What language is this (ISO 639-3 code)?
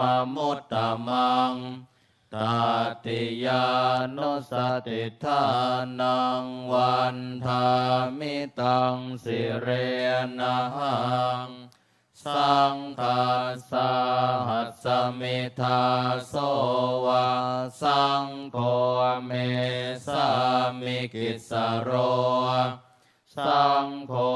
pli